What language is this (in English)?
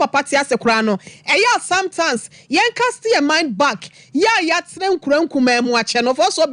Akan